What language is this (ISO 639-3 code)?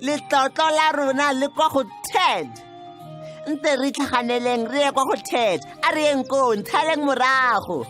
tsn